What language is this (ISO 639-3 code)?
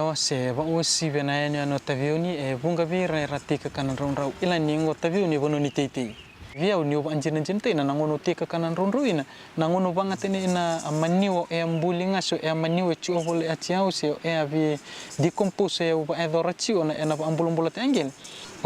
fij